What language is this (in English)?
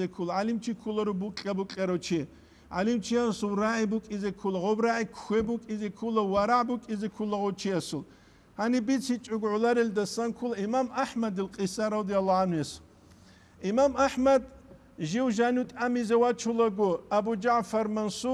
Avaric